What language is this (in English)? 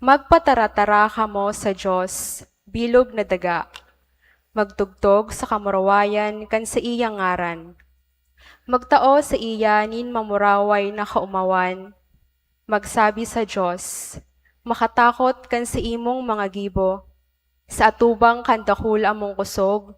Bikol